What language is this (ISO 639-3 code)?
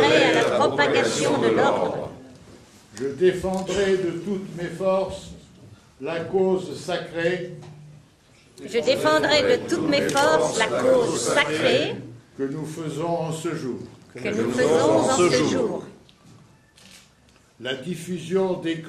fra